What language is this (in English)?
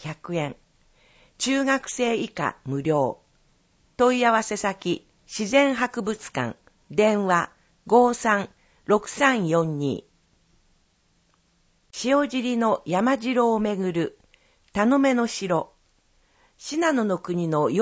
Japanese